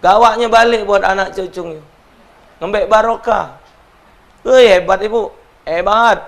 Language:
Musi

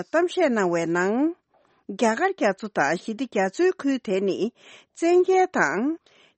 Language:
Tibetan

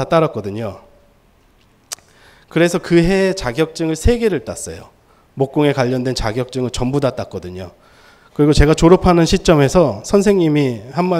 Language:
Korean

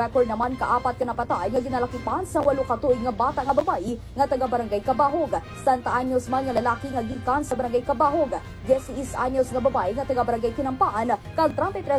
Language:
Hiligaynon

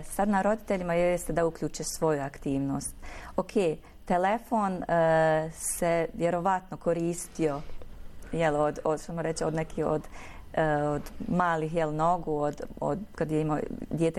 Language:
Bosnian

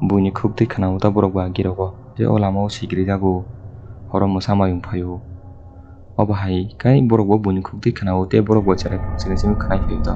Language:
Kok Borok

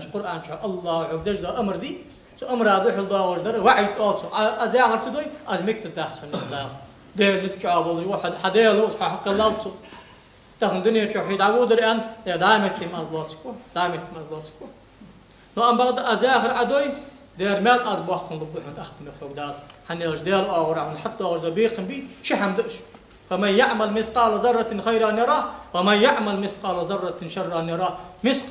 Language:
Ingush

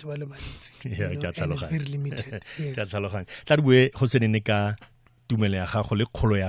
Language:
Tswana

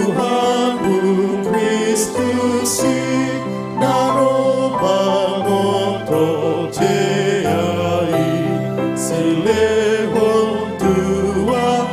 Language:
Batak Toba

